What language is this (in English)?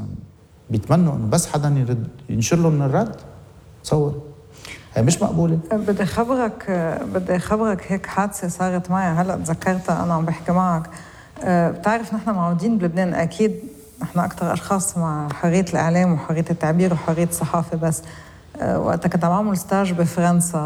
North Levantine Arabic